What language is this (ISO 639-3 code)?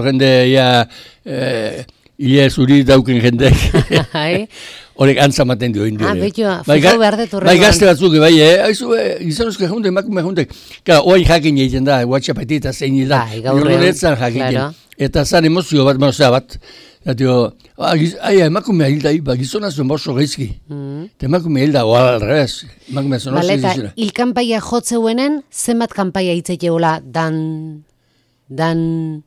eus